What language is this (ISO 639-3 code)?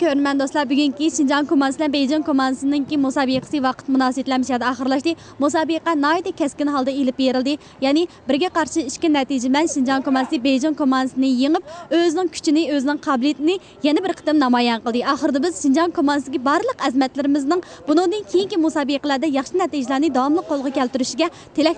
uig